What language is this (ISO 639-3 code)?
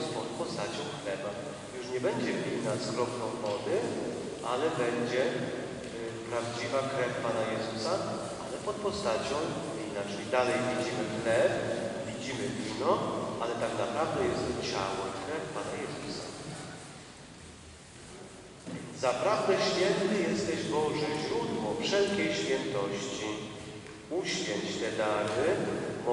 pol